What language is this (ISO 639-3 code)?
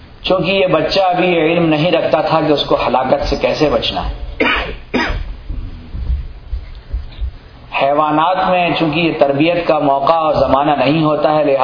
urd